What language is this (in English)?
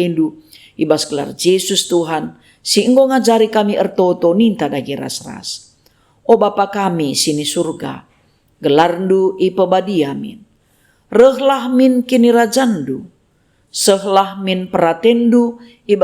Batak Karo